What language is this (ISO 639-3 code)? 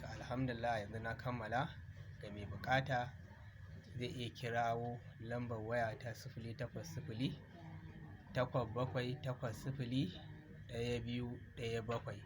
hau